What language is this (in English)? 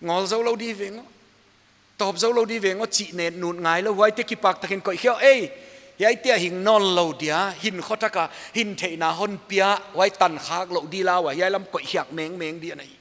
Paite Chin